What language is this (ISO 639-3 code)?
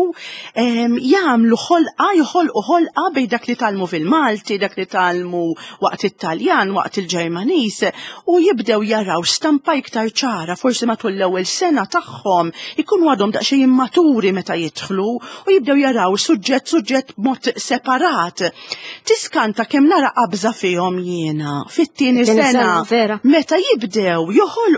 mlt